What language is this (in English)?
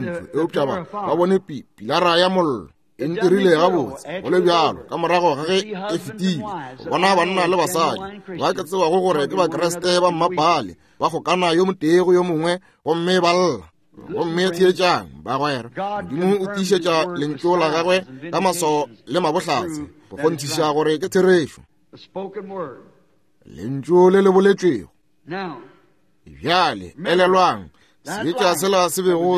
Northern Sotho